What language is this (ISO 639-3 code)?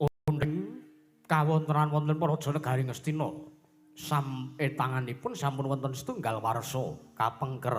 jav